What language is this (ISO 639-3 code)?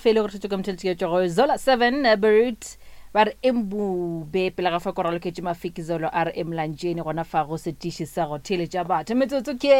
nso